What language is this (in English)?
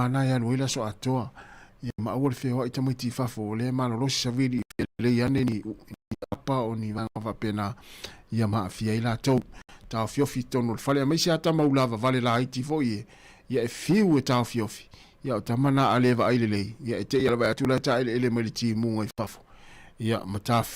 Samoan